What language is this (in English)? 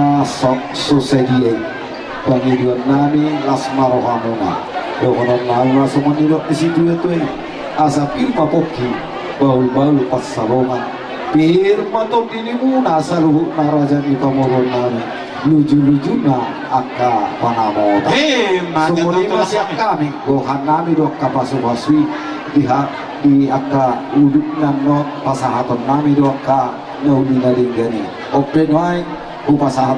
Batak Toba